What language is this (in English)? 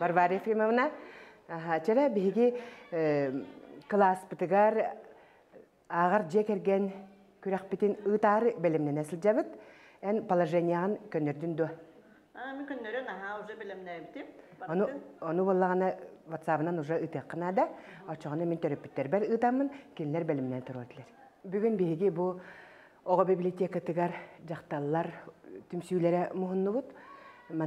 Yakut